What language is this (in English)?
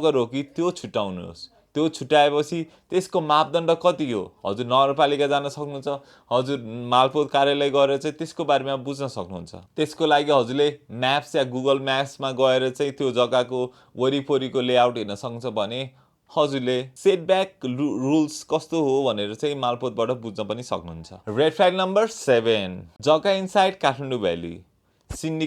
Nepali